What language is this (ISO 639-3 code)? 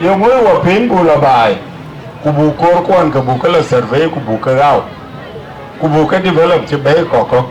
din